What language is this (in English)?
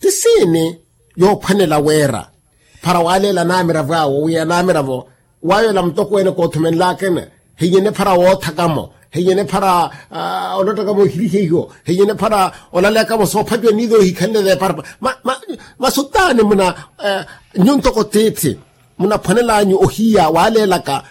Makhuwa